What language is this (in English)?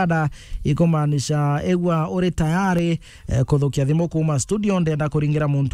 Meru